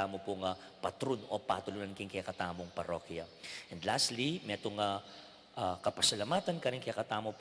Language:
Pampanga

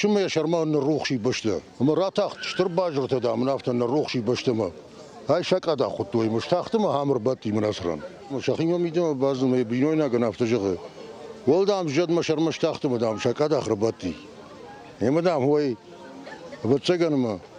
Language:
Ossetic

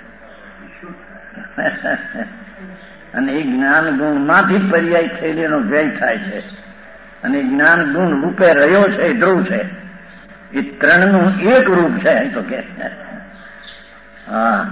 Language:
Gujarati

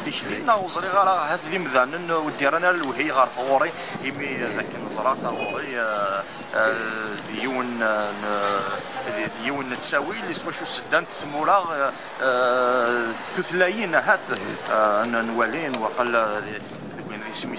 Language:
Kabyle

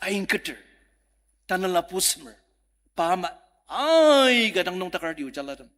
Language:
Ao Naga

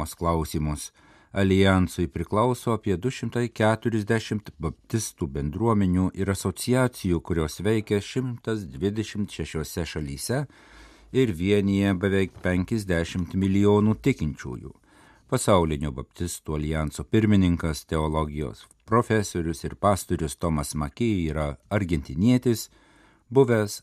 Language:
Lithuanian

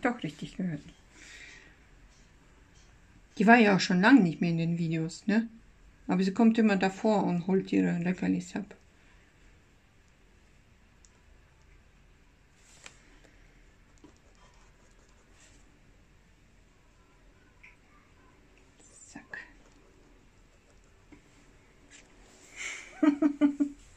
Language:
German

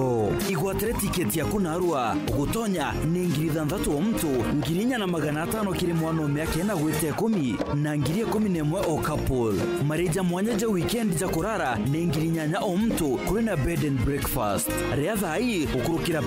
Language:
Meru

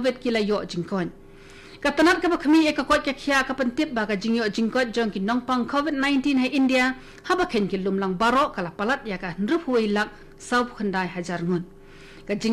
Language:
Khasi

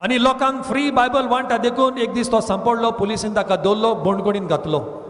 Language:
Konkani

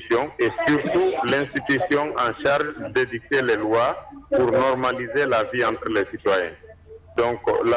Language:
French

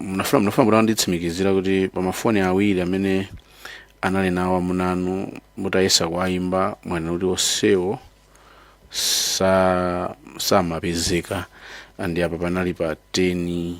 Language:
Nyanja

